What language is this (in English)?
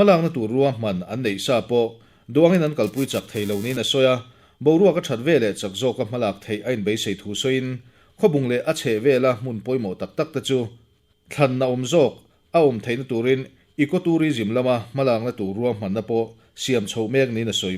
Mizo